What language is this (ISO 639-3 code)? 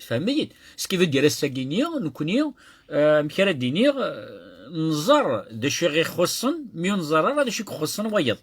kab